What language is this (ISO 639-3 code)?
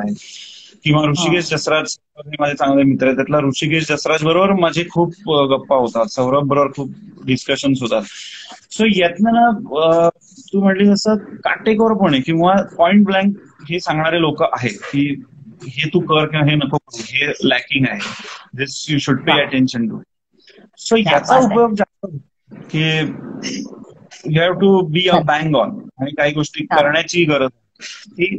mar